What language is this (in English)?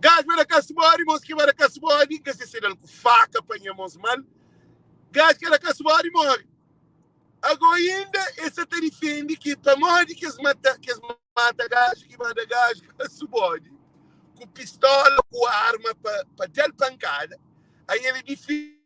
Kabuverdianu